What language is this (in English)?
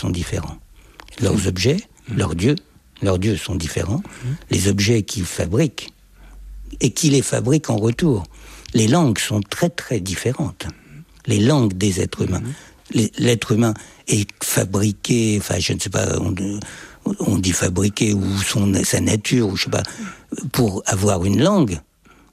French